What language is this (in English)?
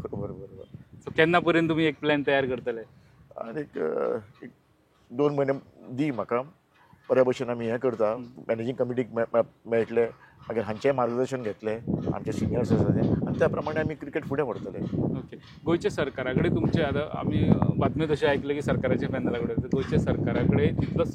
Konkani